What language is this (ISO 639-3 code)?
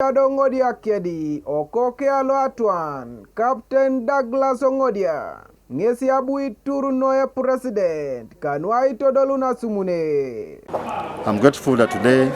teo